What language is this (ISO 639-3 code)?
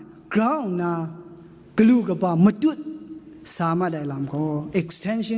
kac